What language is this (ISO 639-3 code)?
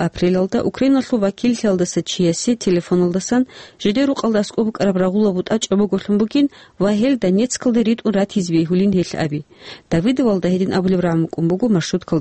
ava